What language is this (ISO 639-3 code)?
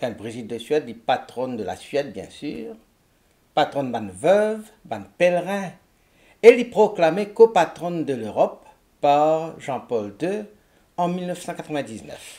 mfe